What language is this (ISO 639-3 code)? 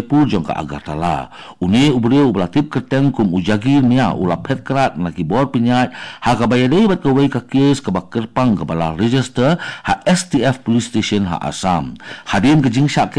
kha